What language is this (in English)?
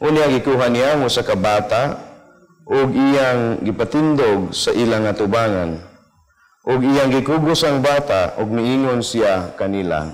Cebuano